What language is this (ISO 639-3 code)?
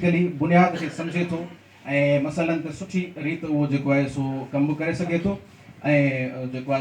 snd